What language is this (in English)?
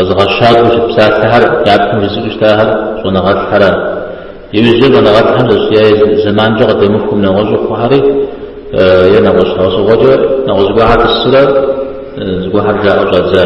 Kabardian